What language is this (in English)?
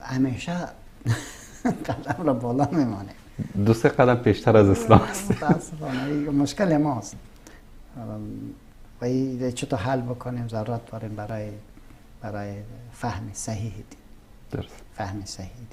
Persian